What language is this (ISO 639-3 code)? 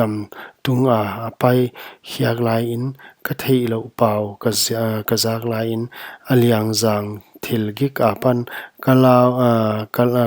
pck